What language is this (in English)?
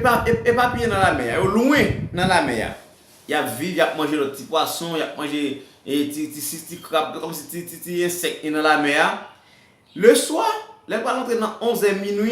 Haitian Creole